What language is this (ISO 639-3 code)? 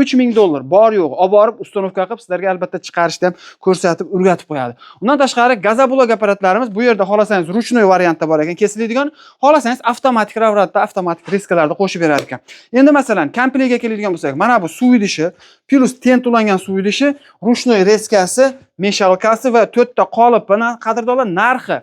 uzb